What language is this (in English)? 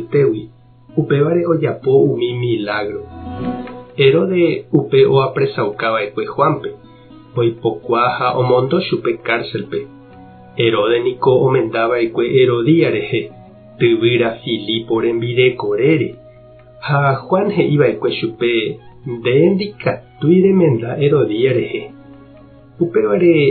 Guarani